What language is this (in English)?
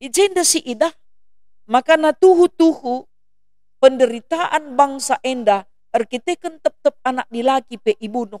Batak Karo